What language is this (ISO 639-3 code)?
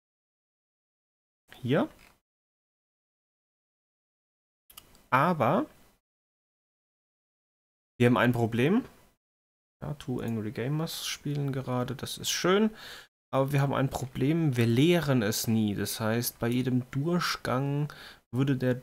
deu